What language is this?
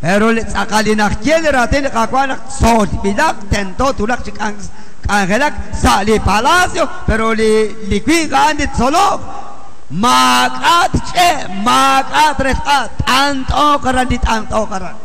Kekchí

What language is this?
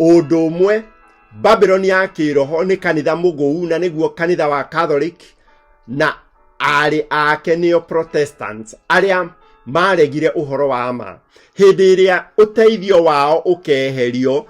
Kikuyu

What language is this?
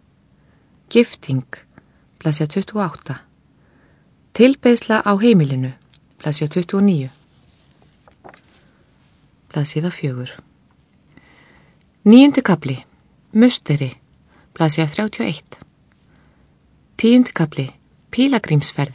Icelandic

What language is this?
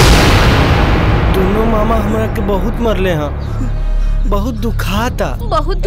Bhojpuri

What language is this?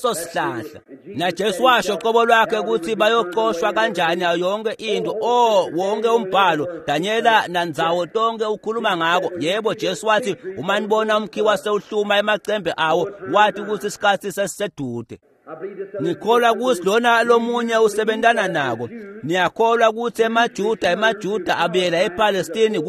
Swati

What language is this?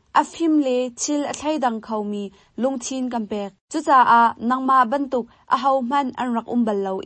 Hakha Chin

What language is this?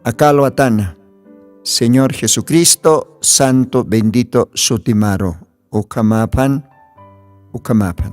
Aymara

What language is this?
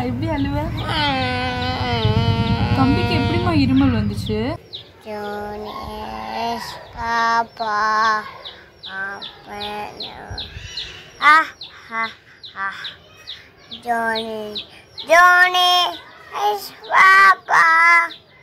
Tamil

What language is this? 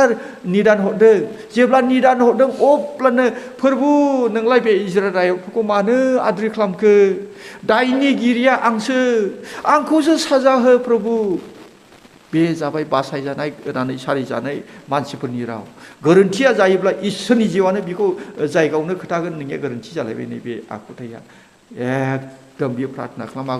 Bodo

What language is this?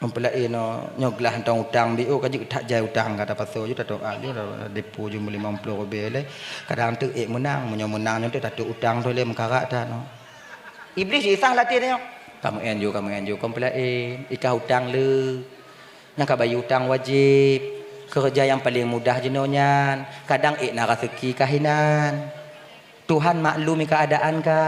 Achinese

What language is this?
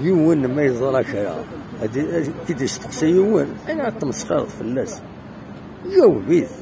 Kabyle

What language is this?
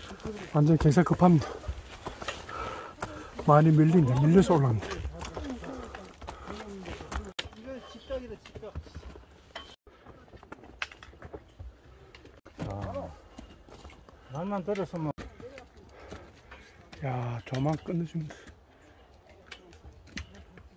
Korean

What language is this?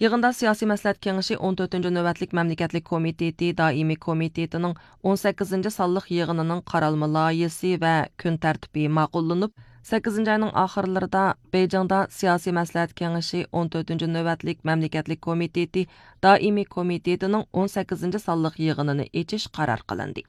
Uyghur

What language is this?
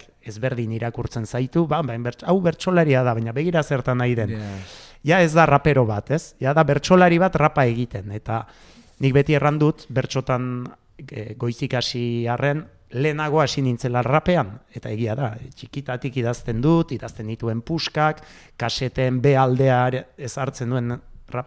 Basque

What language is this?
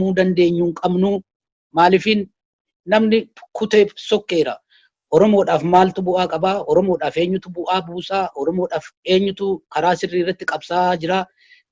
Oromo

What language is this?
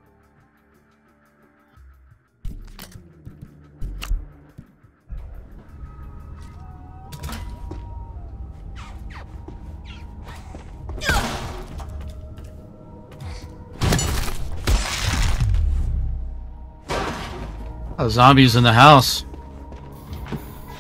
English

